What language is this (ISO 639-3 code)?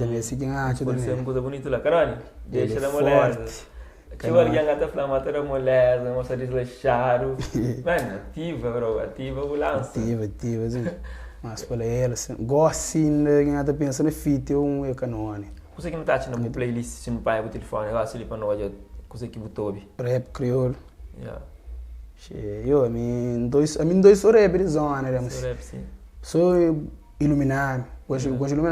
kea